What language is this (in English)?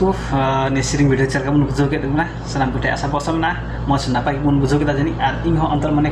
Santali